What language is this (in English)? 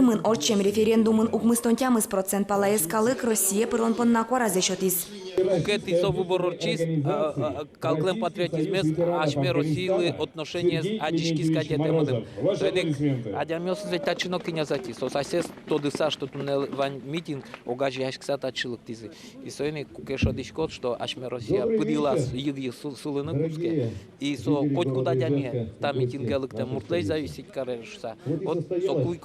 Udmurt